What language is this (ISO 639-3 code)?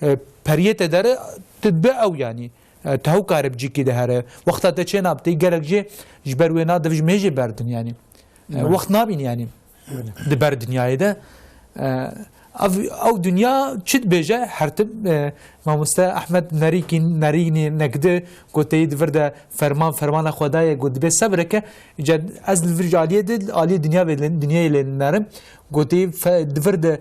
kur